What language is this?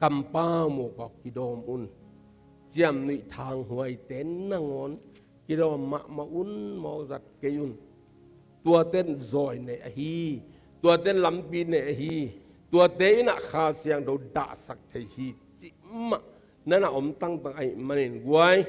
Tedim Chin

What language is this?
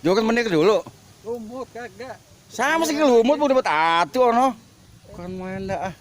Betawi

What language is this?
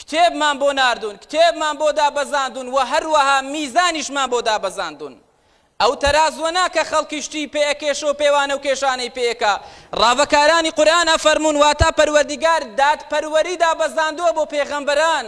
Central Kurdish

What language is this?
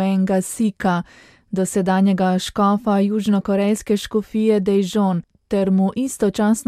Slovenian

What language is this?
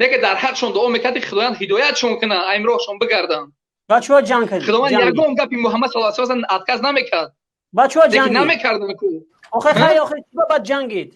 Tajik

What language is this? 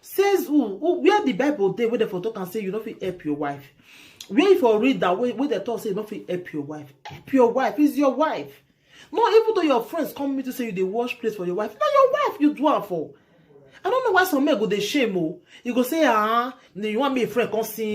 Nigerian Pidgin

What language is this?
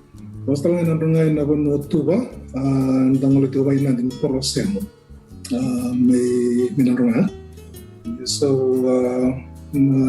Fijian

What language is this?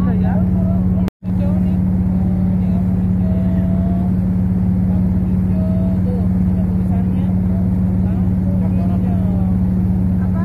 Banjar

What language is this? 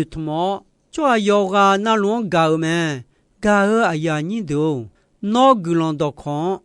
Akha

